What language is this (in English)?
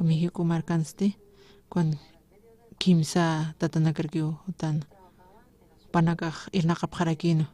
Aymara